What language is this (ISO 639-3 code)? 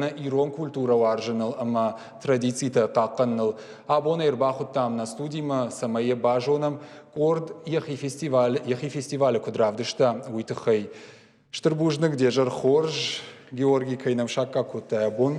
oss